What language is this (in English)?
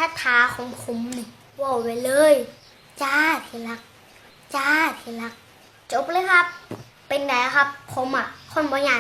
Northeastern Thai